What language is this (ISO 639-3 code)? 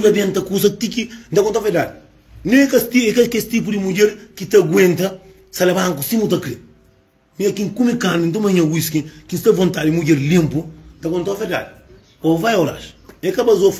kea